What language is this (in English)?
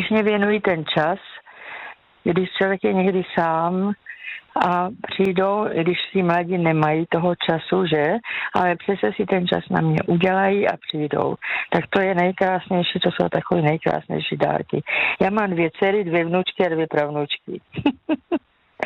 Czech